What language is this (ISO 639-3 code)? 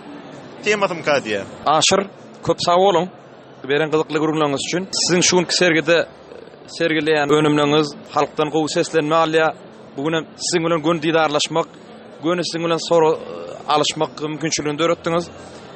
tuk